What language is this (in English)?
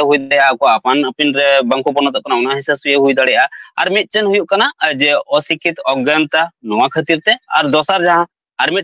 Santali